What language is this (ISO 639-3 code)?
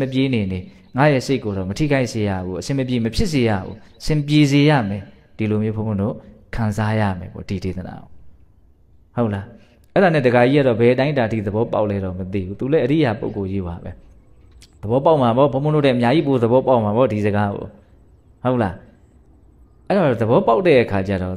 mya